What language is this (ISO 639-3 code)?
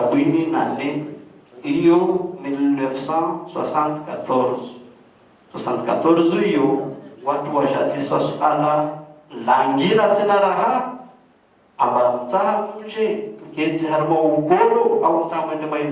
zdj